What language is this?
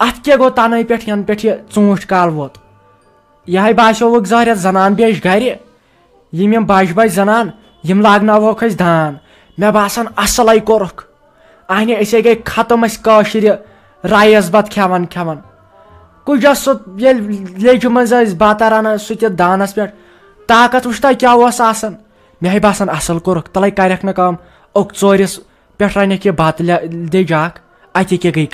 Kashmiri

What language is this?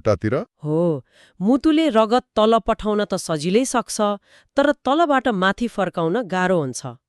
Nepali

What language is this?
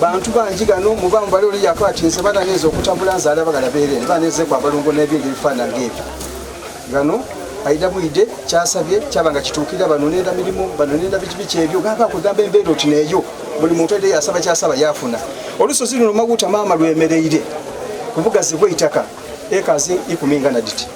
Soga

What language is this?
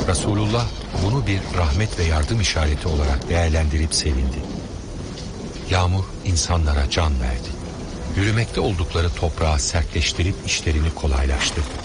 Turkish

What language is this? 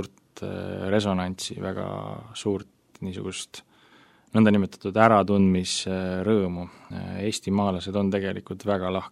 Estonian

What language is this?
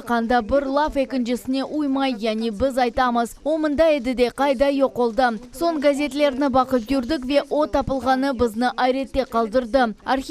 Crimean Tatar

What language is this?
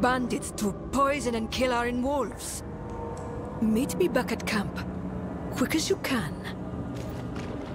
English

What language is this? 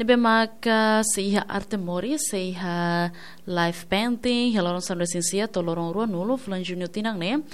Tetum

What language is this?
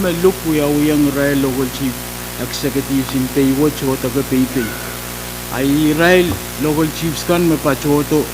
Pohnpeian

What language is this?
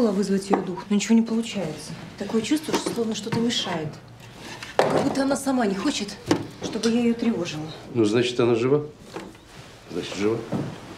Russian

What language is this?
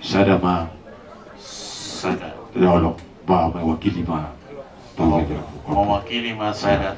Batak Toba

